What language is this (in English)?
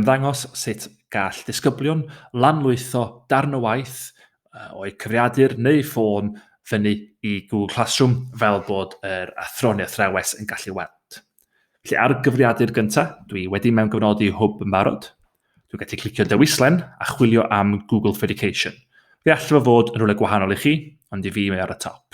Welsh